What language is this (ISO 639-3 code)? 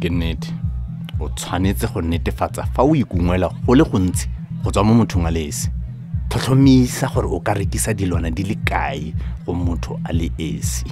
tsn